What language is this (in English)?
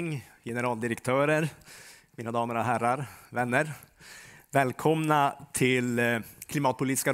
Swedish